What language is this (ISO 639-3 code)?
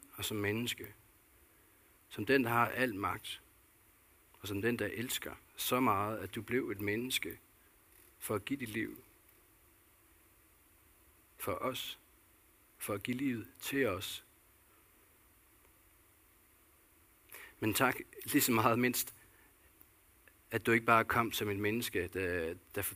dan